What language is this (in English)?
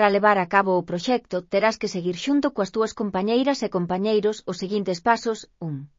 Galician